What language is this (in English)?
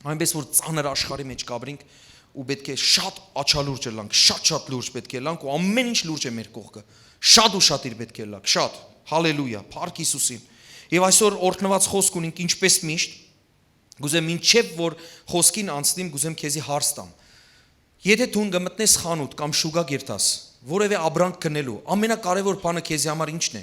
Western Armenian